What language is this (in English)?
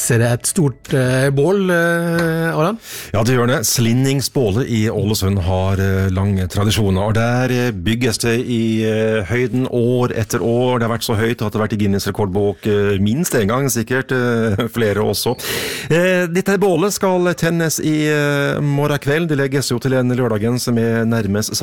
Norwegian